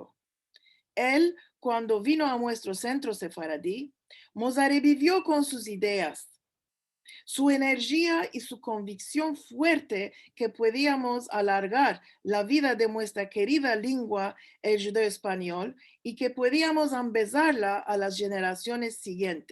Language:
Ladino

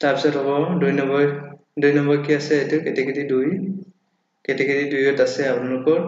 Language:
Assamese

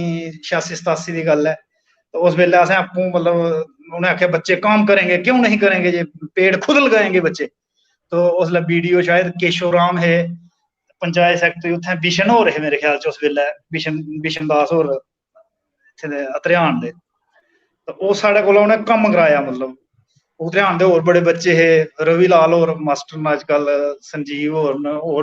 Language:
Dogri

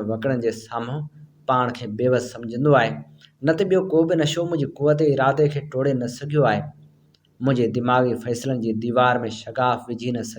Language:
Sindhi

